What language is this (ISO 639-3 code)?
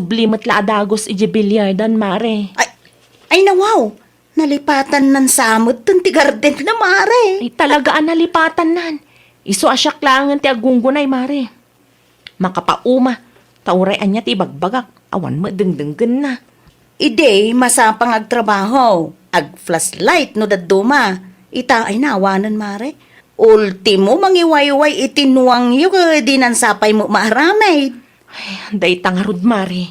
ilo